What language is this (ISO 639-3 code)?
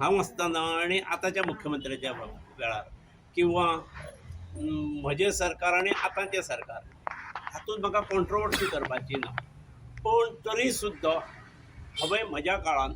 kok